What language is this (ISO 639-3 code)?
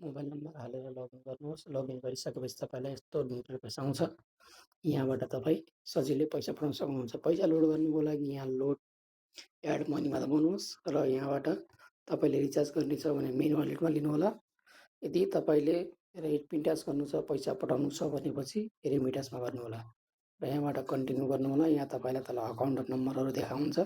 nep